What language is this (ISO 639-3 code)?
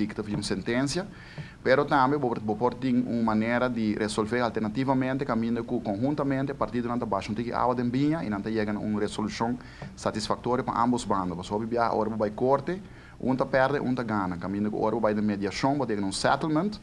pap